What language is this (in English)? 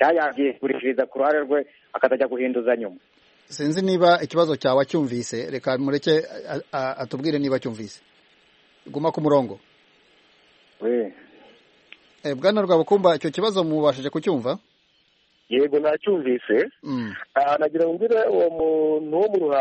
Kinyarwanda